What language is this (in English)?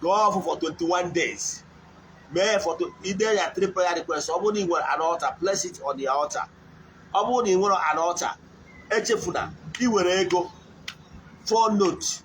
Igbo